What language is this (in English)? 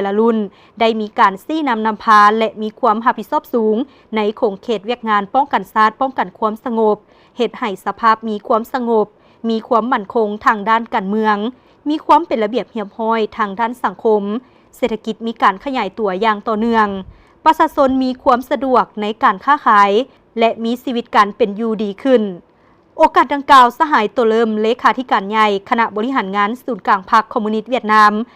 Lao